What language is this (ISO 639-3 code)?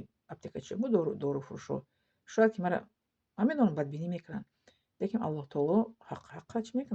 tgk